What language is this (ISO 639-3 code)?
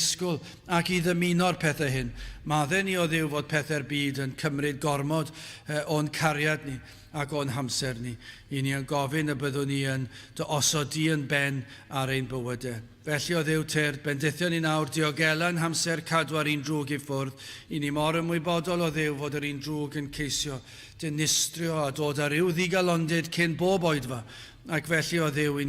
cym